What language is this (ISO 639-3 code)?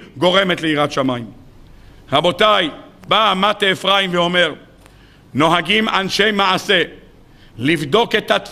heb